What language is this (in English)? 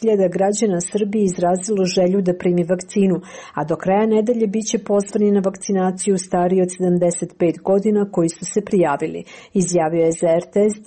Serbian